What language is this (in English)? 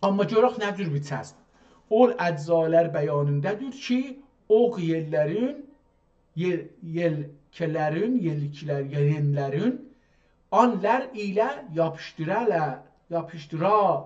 South Azerbaijani